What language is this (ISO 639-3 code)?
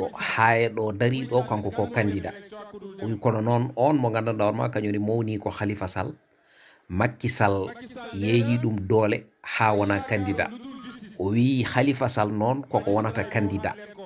ful